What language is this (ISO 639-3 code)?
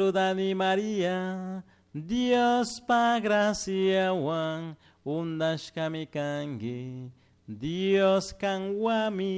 qug